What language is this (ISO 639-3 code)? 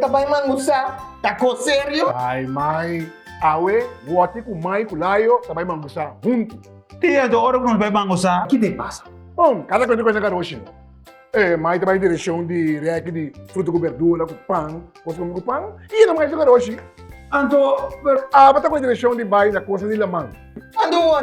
pap